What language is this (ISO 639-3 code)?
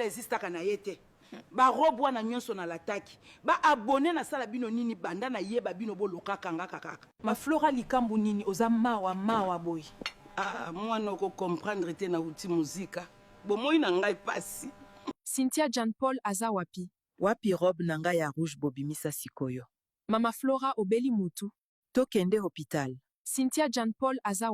lin